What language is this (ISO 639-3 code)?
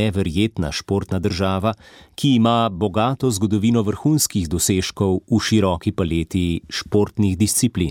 slv